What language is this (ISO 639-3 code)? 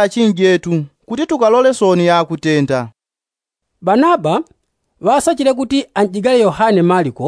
yao